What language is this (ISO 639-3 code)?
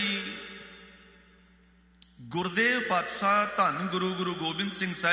pan